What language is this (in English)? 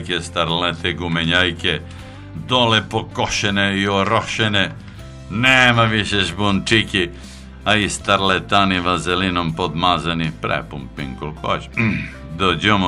Serbian